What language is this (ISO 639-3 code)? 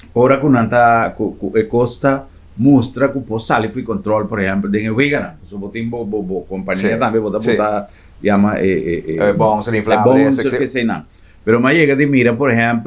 pap